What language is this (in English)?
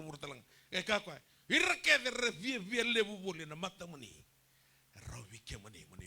Fijian